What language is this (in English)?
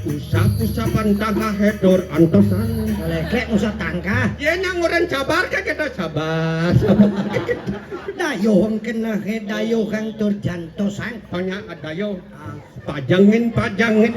Balinese